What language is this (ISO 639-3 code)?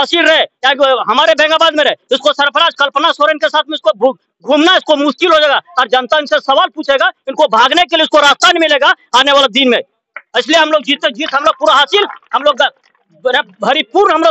hin